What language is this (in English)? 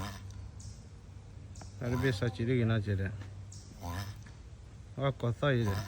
S'gaw Karen